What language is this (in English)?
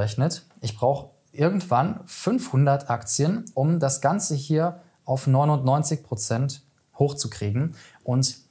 German